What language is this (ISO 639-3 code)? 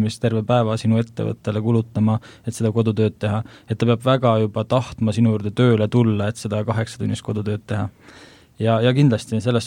est